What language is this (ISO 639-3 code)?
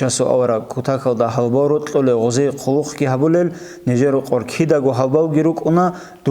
ava